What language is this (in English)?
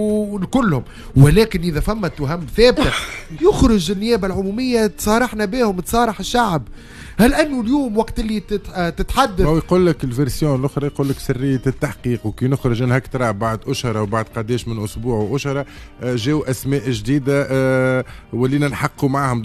Tunisian Arabic